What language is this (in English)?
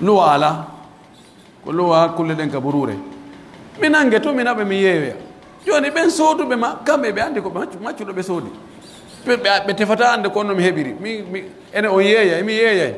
Pular